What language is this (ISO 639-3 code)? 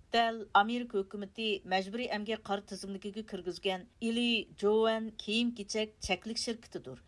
uig